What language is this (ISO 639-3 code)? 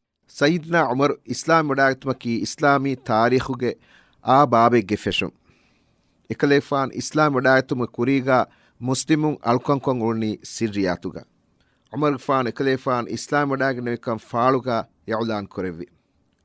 div